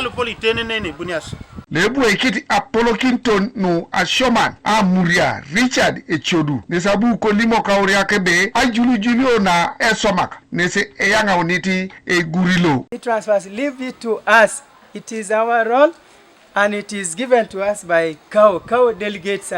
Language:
Teso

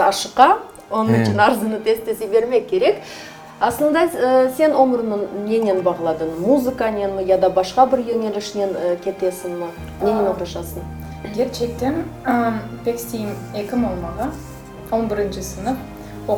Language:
Crimean Tatar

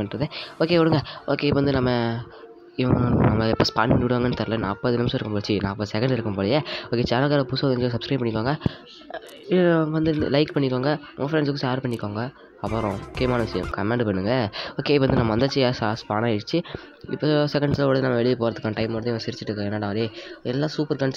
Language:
Tamil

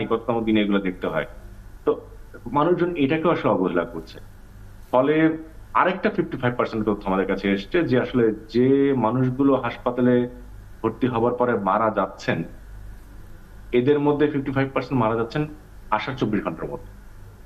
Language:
Bangla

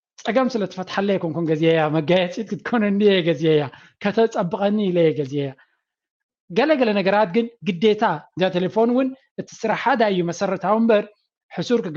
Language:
Tigrinya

